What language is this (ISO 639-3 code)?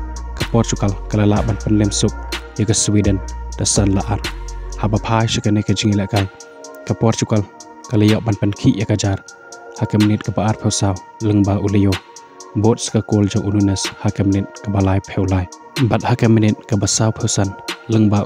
kha